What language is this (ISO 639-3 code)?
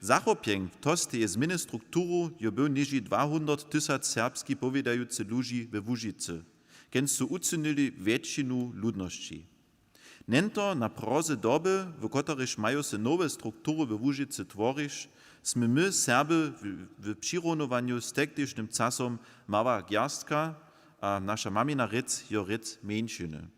hsb